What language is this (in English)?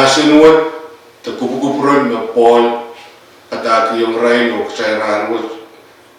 Pohnpeian